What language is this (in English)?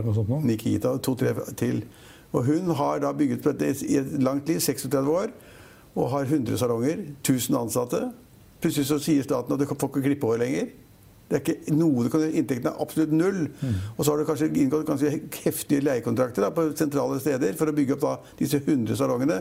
Norwegian